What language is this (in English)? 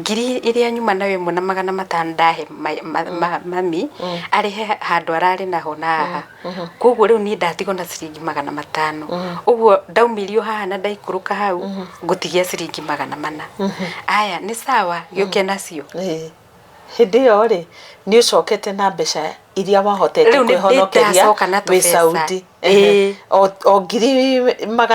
Kikuyu